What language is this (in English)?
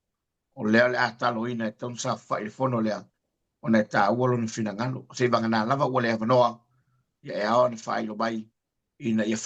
Samoan